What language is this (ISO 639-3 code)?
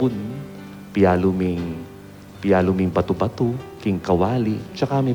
pam